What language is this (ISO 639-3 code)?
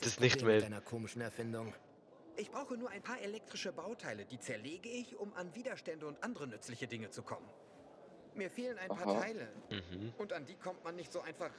gsw